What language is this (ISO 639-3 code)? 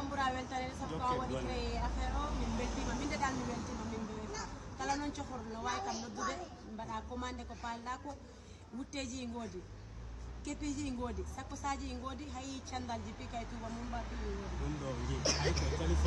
ful